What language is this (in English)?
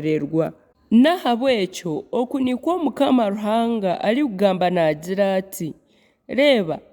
Nyankole